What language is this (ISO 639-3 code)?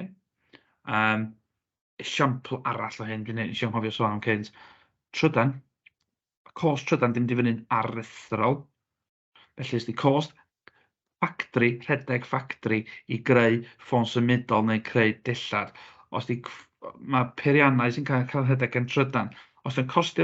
cym